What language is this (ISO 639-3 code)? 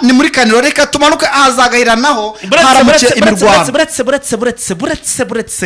kin